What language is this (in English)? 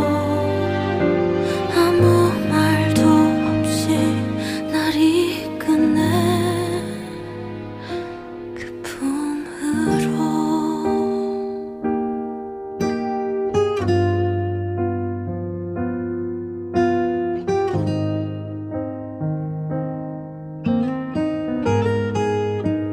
Korean